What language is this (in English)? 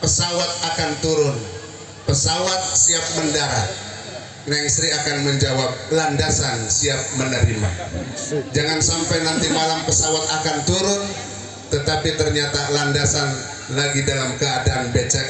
Betawi